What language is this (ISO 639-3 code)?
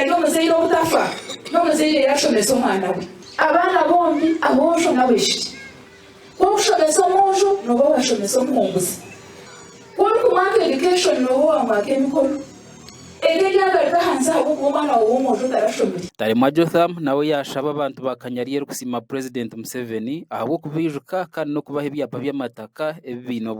nyn